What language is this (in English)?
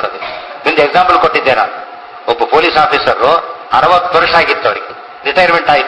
Kannada